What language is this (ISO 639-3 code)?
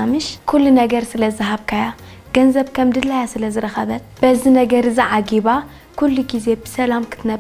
tir